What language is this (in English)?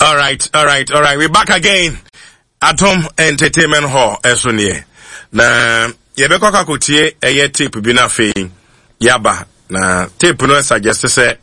Akan